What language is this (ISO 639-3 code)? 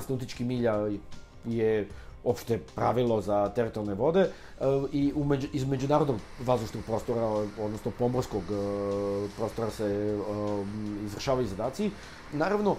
srp